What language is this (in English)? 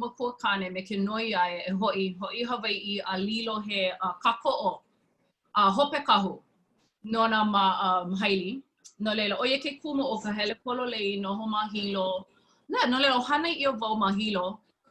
Hawaiian